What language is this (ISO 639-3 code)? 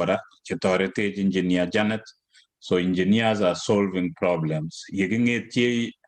kln